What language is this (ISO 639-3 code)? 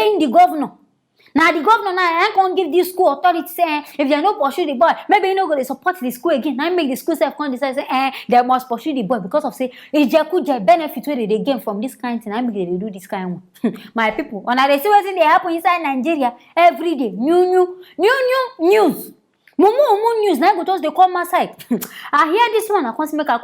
pcm